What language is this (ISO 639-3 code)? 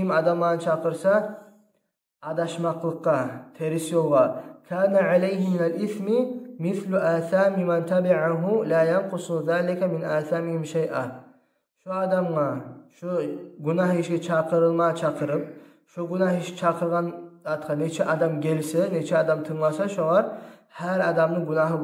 kum